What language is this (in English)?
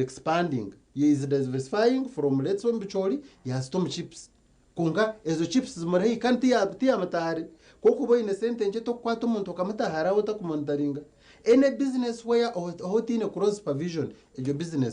Nyankole